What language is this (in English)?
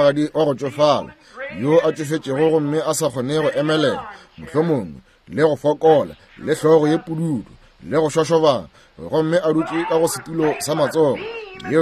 Northern Sotho